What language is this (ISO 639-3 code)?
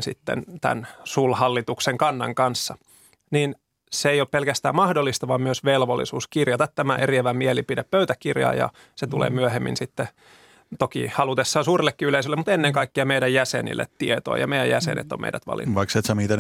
fin